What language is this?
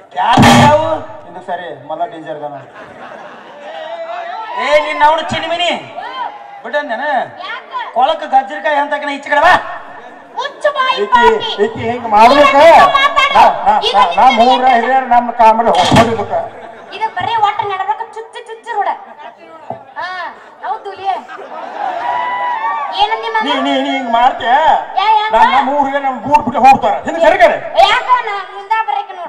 Kannada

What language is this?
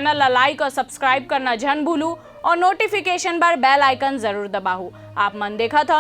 Chhattisgarhi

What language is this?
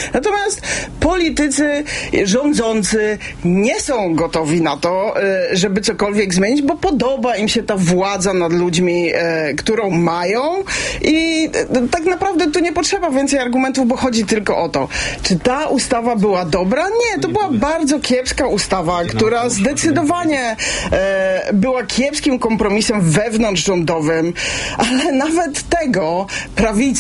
Polish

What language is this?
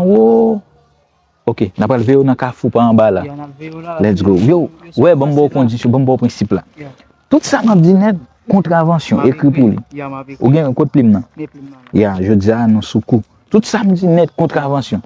Haitian Creole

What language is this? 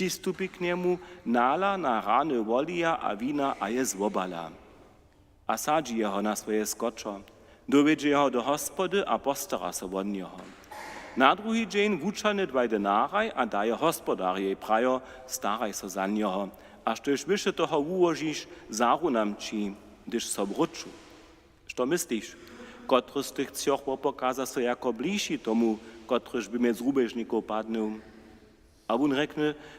Upper Sorbian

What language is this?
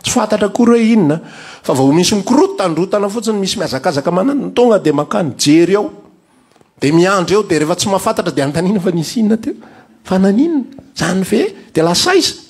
Malagasy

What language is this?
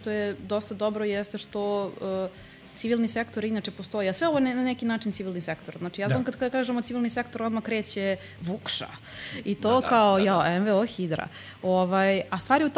Serbian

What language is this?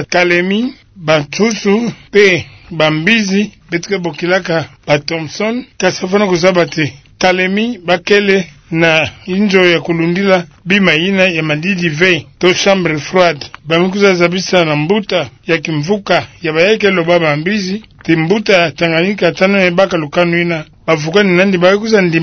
Kituba (Democratic Republic of Congo)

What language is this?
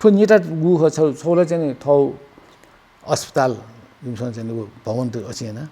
Newari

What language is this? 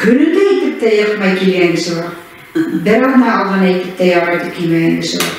Bashkir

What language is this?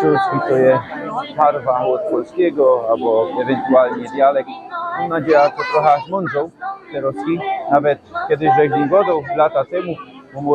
Silesian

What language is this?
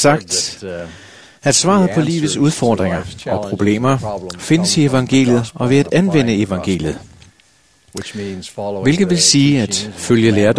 Danish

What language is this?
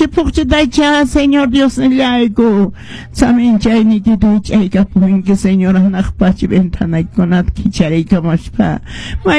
Quechua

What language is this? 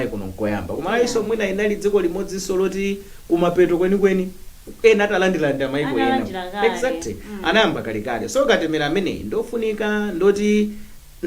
Nyanja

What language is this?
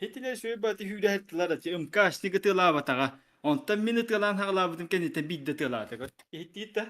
Yakut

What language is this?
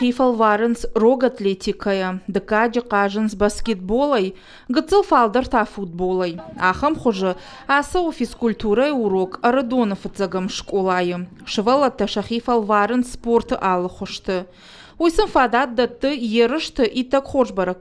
Ossetic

